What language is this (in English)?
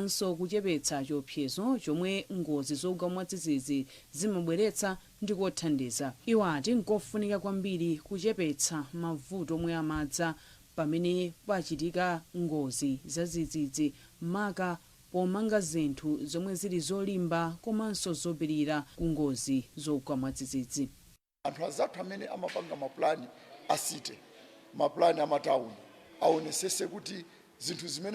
Nyanja